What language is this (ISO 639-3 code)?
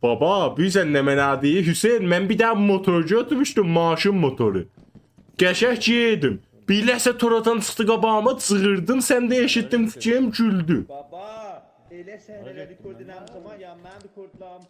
azb